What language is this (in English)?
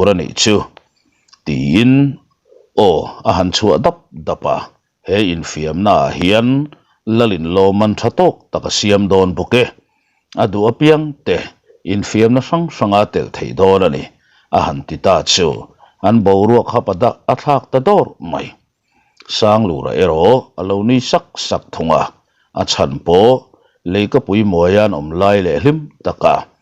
Mizo